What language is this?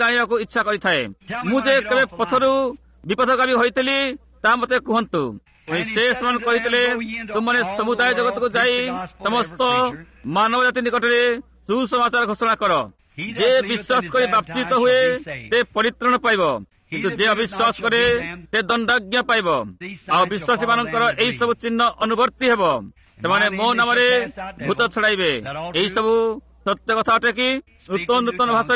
Odia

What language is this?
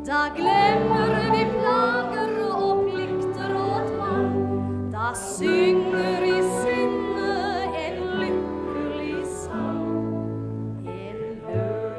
Norwegian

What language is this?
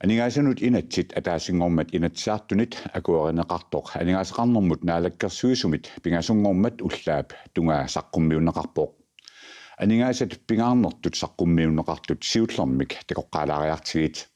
Kalaallisut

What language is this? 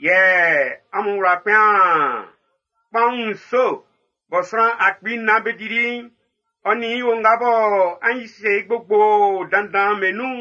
Baoulé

